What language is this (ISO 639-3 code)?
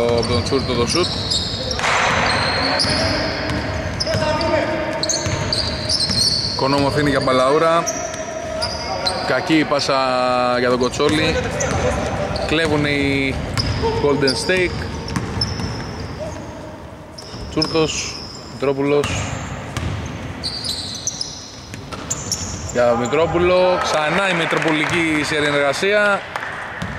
ell